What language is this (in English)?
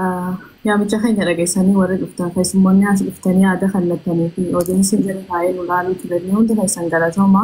Oromo